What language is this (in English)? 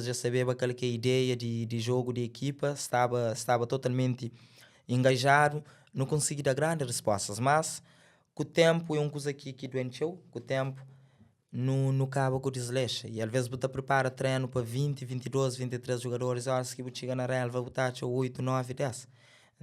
Kabuverdianu